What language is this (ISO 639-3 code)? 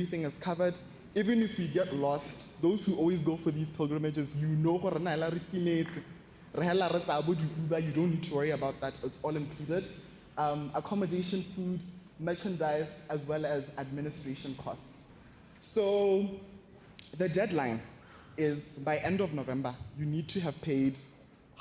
tsn